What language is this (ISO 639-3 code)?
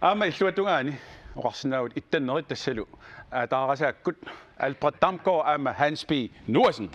kal